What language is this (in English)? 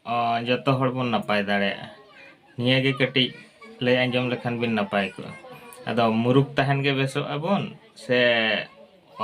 Santali